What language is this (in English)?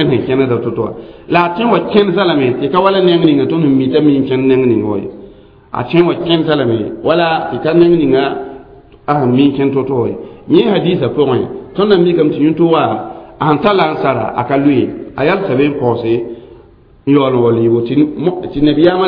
Mossi